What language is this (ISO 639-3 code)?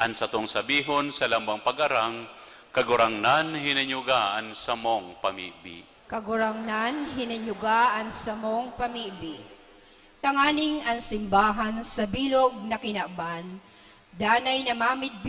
bik